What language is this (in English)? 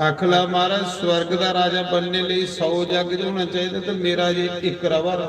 Dogri